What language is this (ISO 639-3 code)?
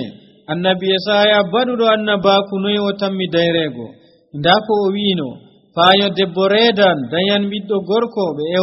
fuv